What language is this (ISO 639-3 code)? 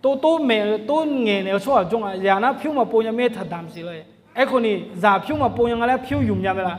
ahk